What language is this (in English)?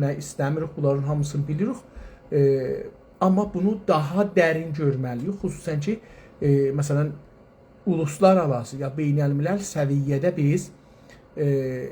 South Azerbaijani